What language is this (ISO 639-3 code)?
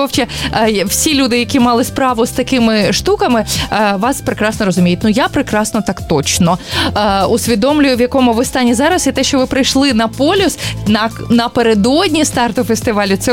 ukr